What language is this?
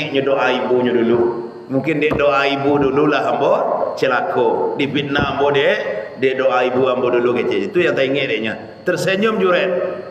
Minangkabau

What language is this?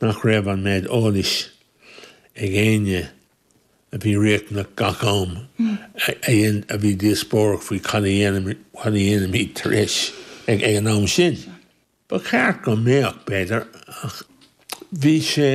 Irish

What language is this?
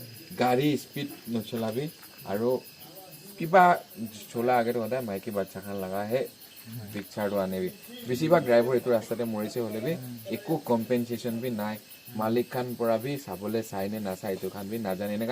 Naga Pidgin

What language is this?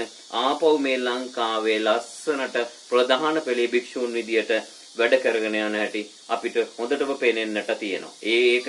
Sinhala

